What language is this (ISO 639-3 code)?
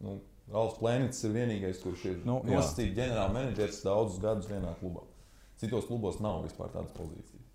lav